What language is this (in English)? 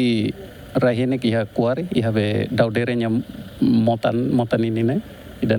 Tetum